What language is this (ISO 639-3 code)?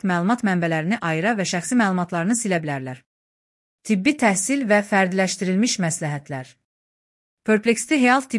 aze